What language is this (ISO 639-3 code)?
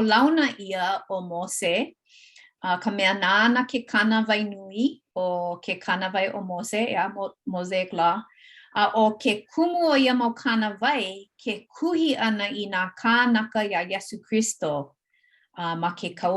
haw